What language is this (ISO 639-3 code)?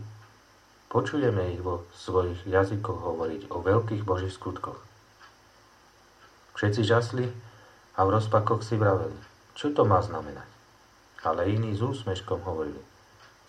slk